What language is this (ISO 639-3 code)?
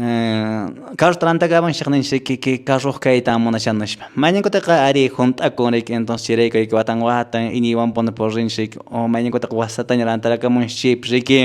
que